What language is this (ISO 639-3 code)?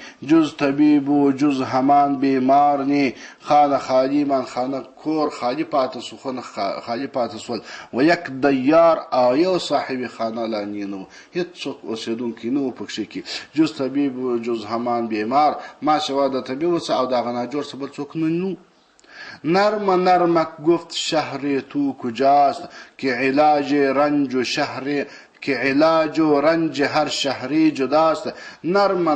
pus